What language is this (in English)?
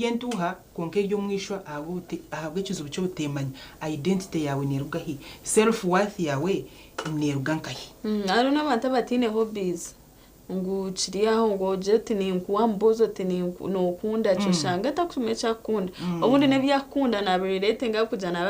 Nyankole